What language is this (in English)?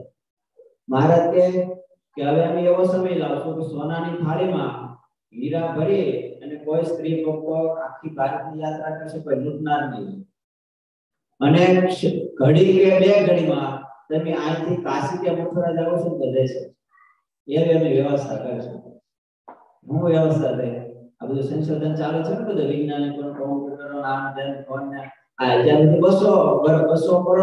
Gujarati